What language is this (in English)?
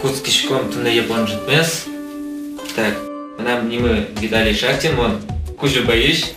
Udmurt